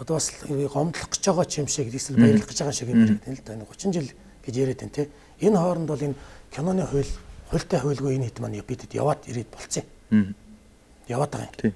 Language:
Mongolian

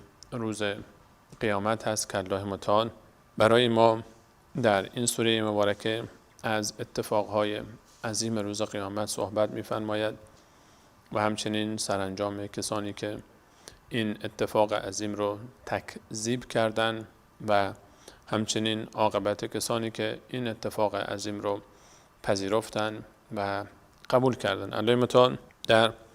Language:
Persian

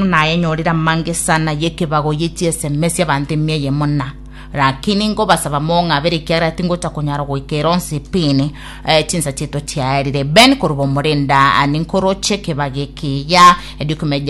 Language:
Gusii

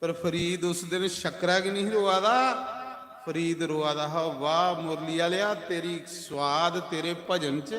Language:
Dogri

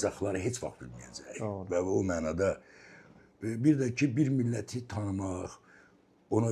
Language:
Azerbaijani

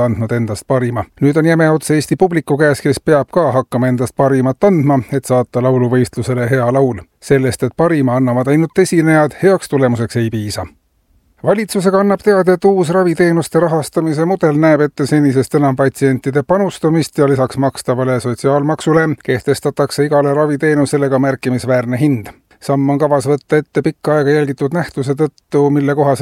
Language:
Estonian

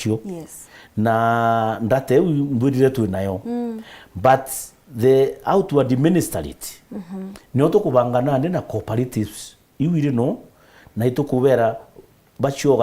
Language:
Meru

